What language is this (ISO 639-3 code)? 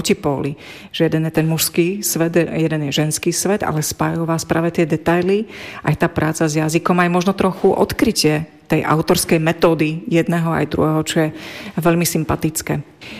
slk